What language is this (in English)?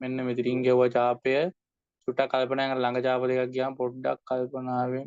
Sinhala